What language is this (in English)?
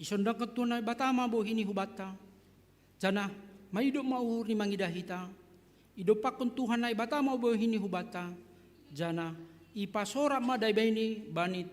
Batak Simalungun